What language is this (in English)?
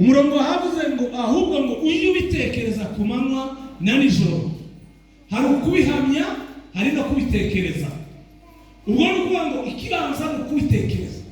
Kinyarwanda